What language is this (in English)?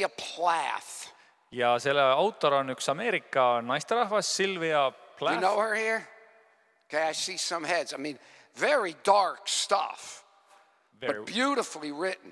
Estonian